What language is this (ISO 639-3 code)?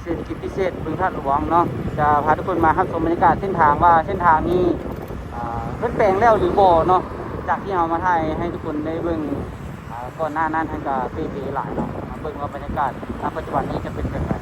lao